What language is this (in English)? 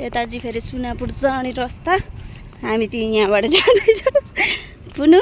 Nepali